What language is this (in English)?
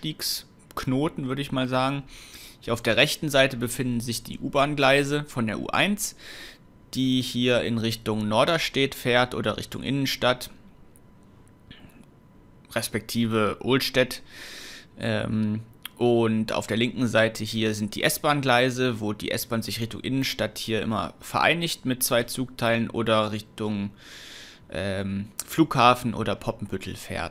German